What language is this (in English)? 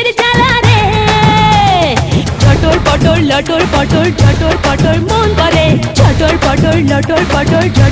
Bangla